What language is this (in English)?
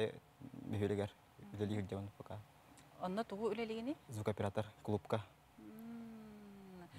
Yakut